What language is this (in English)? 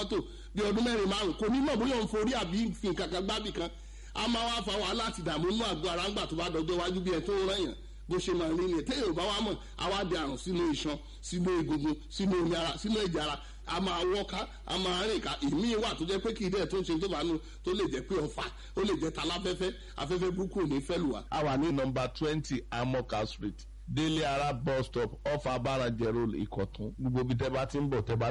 Yoruba